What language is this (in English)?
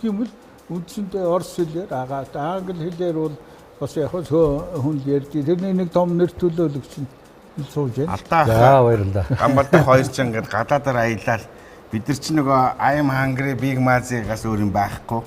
Mongolian